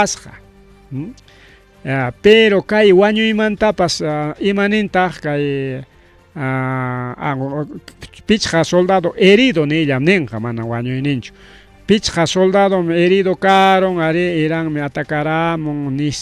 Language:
Ayacucho Quechua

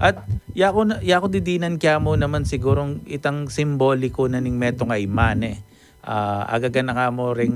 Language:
Pampanga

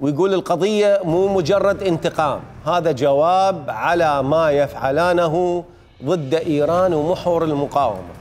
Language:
Mesopotamian Arabic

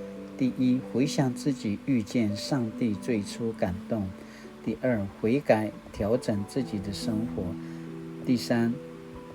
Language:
Paiwan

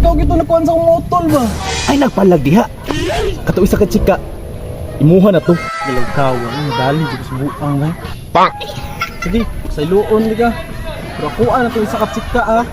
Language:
Cebuano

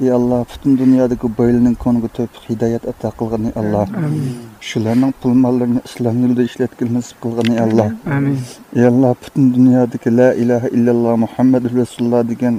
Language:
Uyghur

